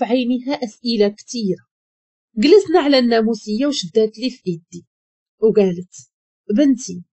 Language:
Moroccan Arabic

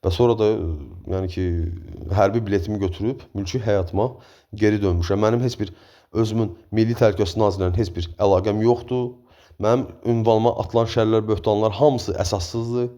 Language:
Azerbaijani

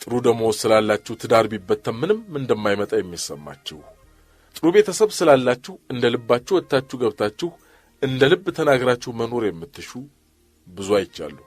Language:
Amharic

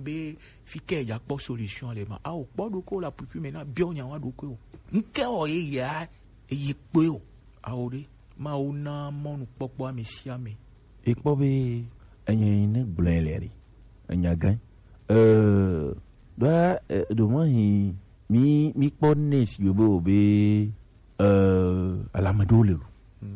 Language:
Gen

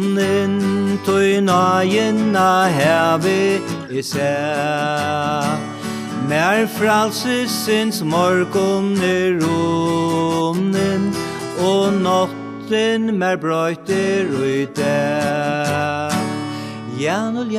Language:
Faroese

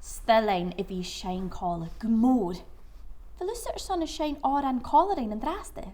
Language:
Scottish Gaelic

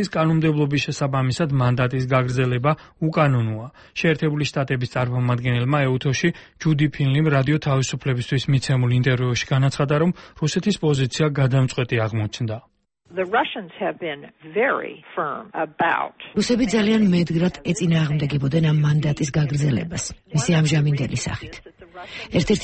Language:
Georgian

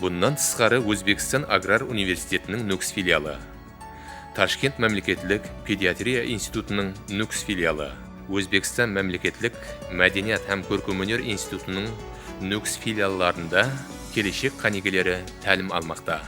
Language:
Kara-Kalpak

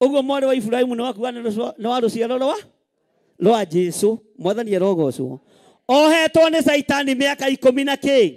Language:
Kikuyu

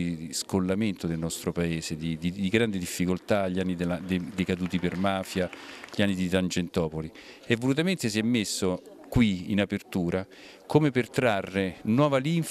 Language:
Italian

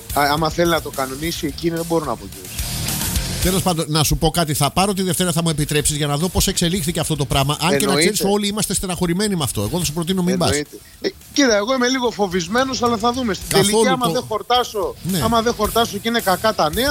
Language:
Greek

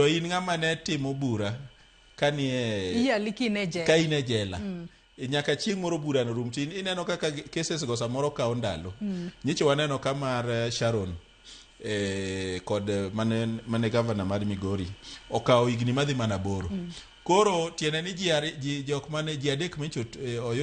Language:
Luo (Kenya and Tanzania)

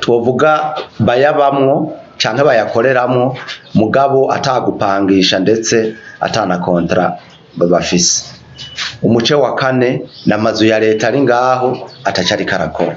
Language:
Rundi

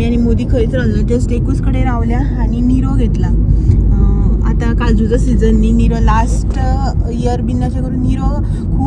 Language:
Konkani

